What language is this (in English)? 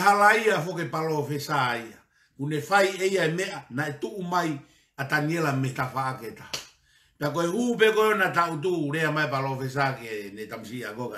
Tongan